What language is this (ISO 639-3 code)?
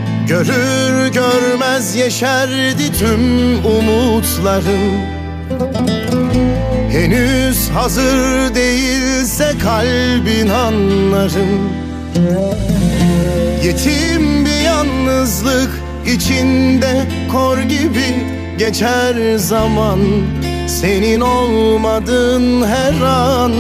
tur